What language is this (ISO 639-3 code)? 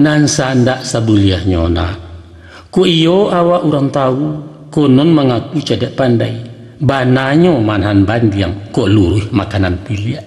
min